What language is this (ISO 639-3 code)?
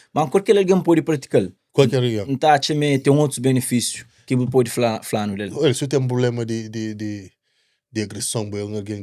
kea